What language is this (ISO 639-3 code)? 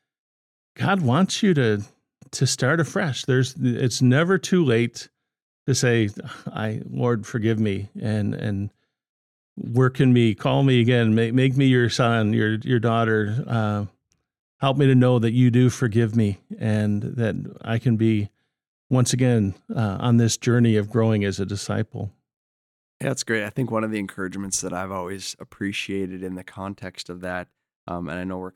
eng